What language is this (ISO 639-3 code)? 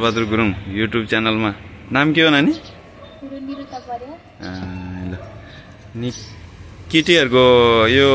nep